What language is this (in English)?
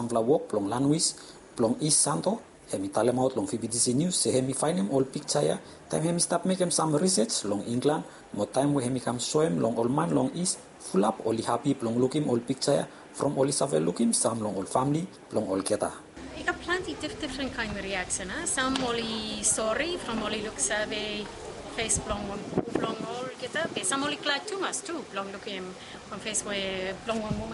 Bislama